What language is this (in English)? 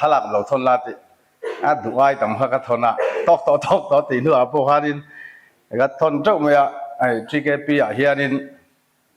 Mizo